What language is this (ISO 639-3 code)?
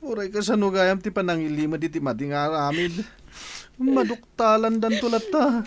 ilo